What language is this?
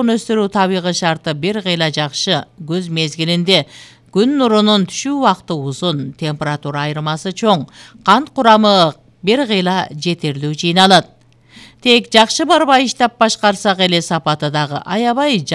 Kyrgyz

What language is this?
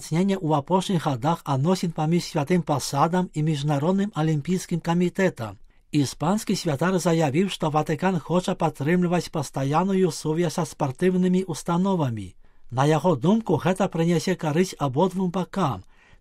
Belarusian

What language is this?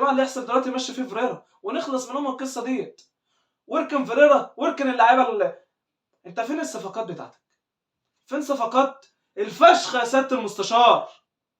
Egyptian Arabic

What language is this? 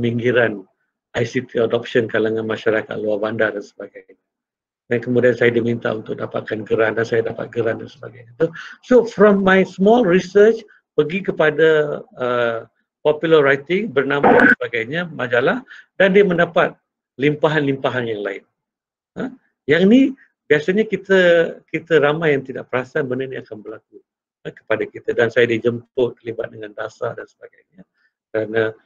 Malay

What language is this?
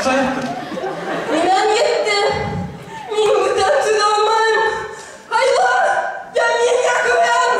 Bashkir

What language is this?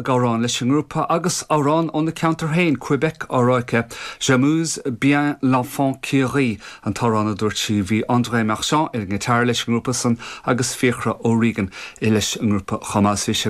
Irish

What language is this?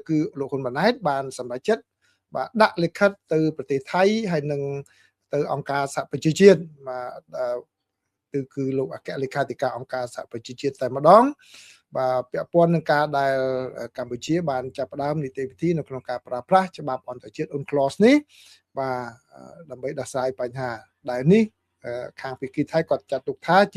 Khmer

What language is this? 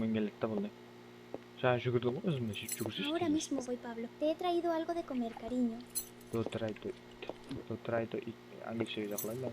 Kara-Kalpak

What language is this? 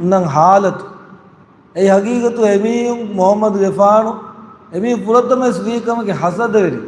Divehi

